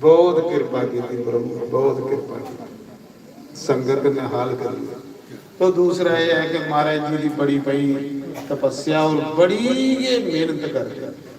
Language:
Dogri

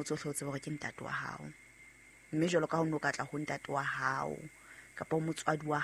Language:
Southern Sotho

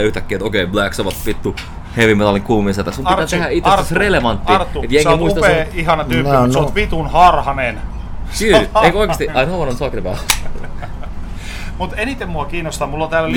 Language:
Finnish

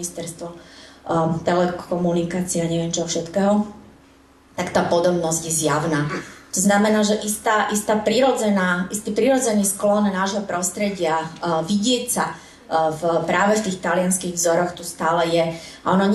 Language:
Slovak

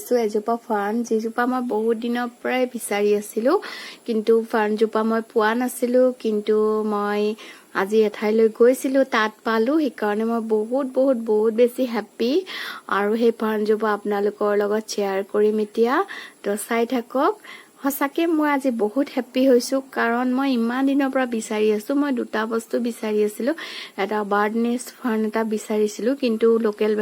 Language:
Assamese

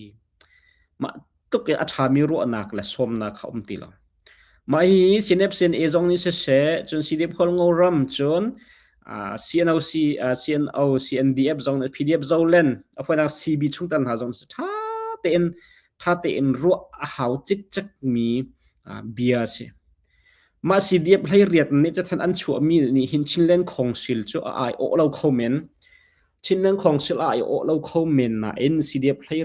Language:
Hakha Chin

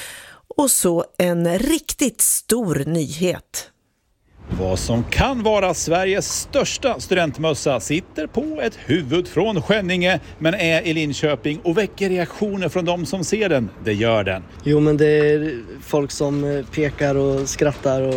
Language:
Swedish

